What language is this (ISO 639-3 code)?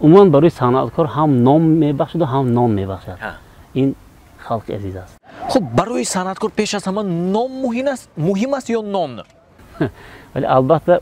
tgk